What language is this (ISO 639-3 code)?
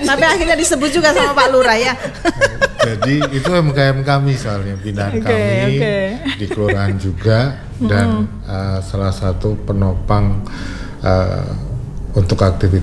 ind